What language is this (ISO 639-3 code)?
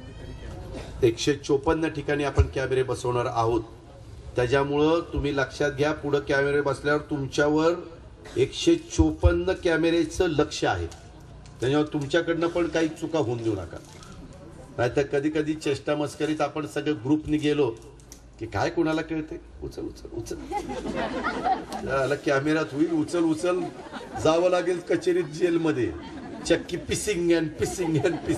mar